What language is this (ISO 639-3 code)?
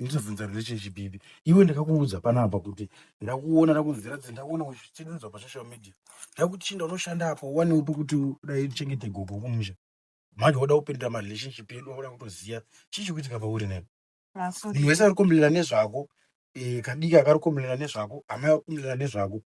sna